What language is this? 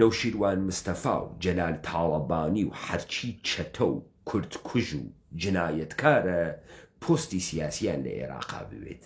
Central Kurdish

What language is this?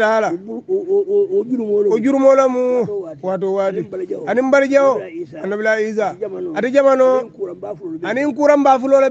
Hausa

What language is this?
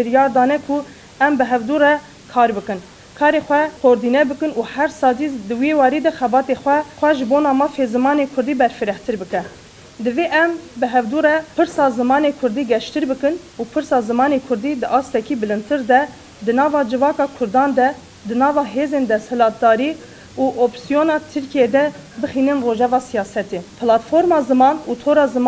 Kurdish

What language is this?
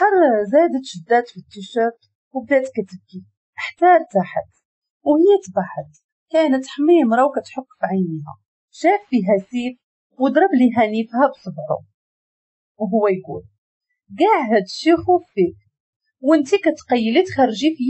Moroccan Arabic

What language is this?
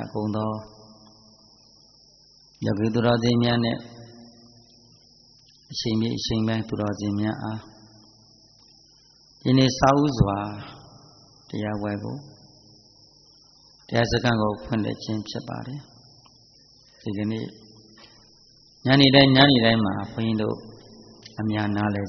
Burmese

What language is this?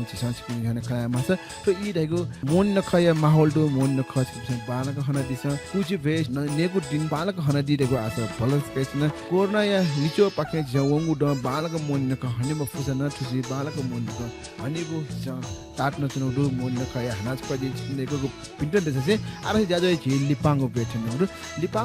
Newari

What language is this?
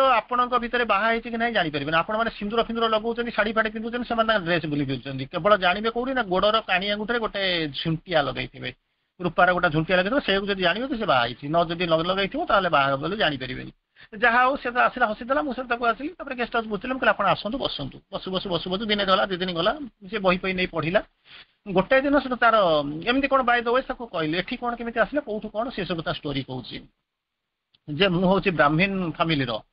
Odia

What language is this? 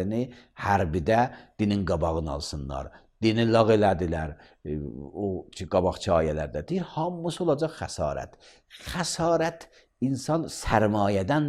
Azerbaijani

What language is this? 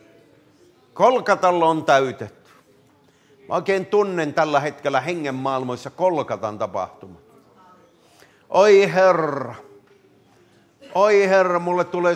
Finnish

